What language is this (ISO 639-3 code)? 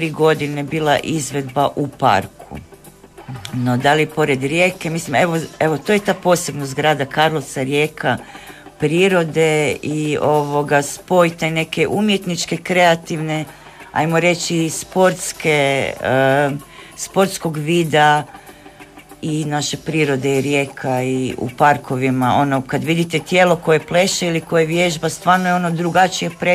hrv